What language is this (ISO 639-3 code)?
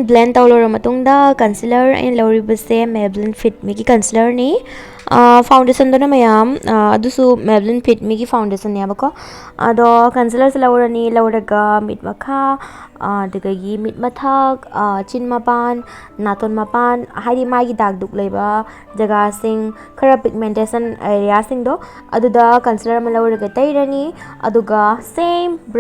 mni